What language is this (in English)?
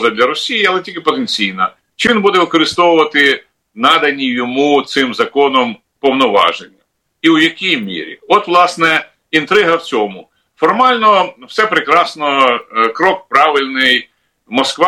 Ukrainian